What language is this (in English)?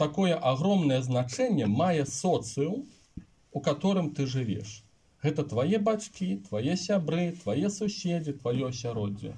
Belarusian